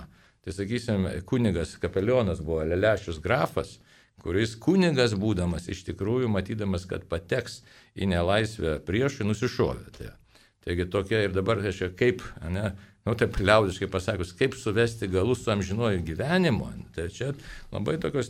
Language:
Lithuanian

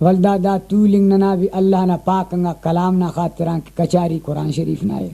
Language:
Brahui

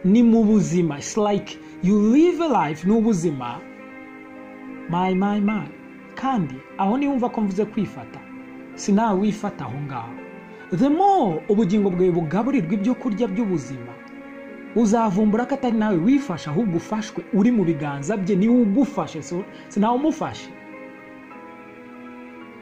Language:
Kinyarwanda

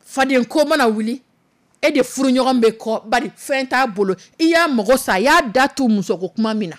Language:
Dyula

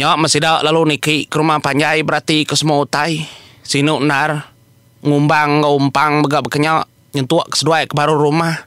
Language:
Iban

